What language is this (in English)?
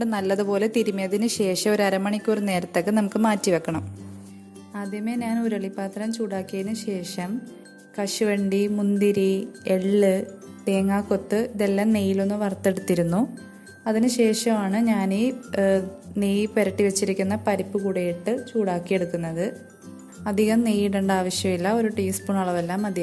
Malayalam